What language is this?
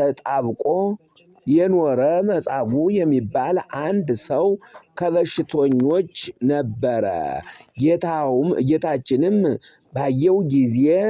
Amharic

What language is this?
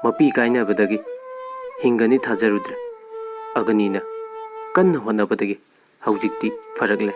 Manipuri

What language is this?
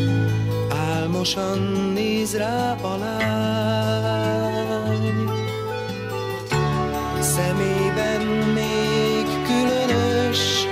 Hungarian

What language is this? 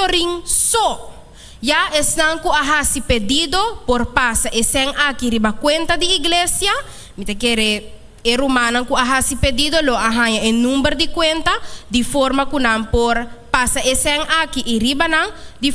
Papiamento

